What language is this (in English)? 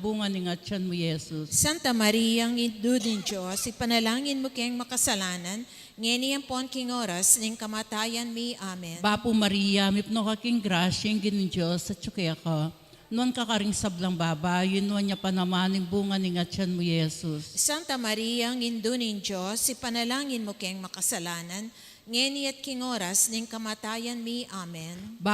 Pampanga